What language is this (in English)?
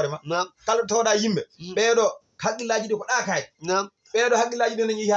Fula